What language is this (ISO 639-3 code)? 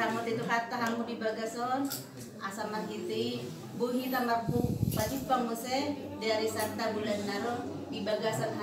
bbc